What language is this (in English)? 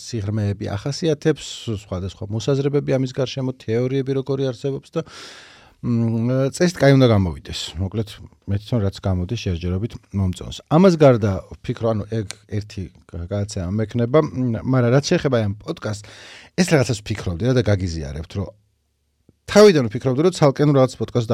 Georgian